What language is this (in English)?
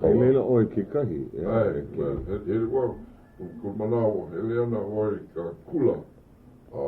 Hawaiian